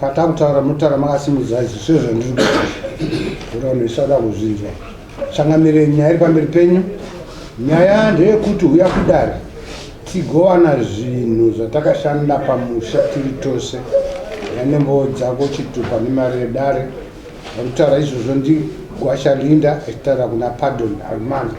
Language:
Shona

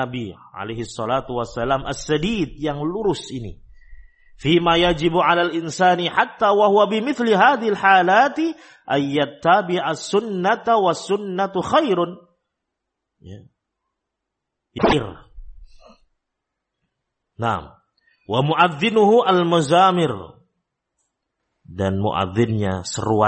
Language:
Indonesian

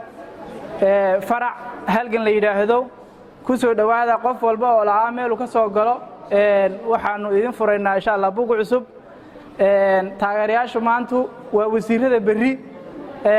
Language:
Somali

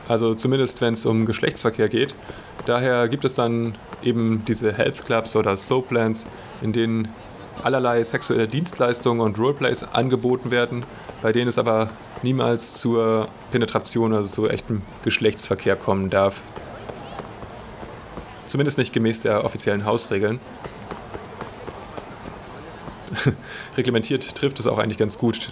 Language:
German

